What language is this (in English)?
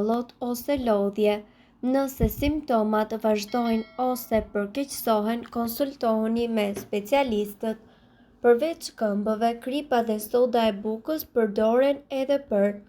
Albanian